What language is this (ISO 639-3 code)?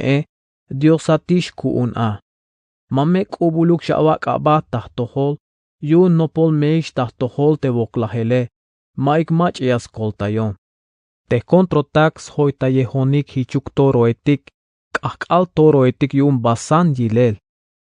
tzh